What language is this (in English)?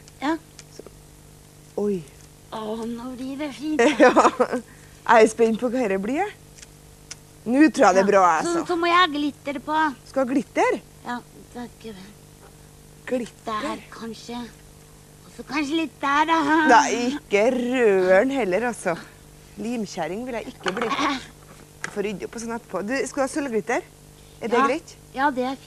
Norwegian